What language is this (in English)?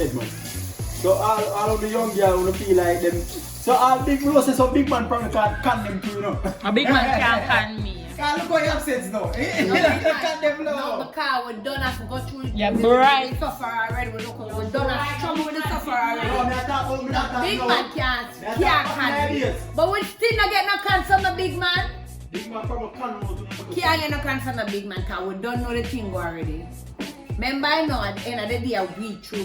Jamaican Creole English